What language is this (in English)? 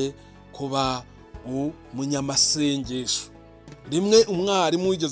Kinyarwanda